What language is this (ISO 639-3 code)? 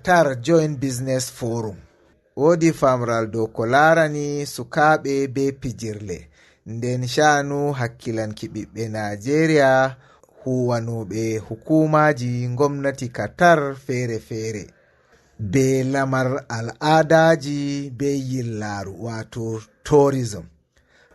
ful